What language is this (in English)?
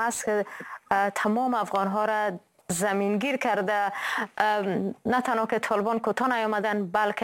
Persian